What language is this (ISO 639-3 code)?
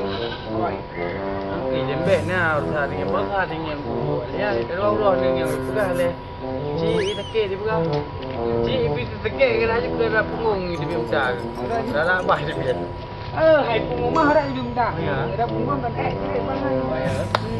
ace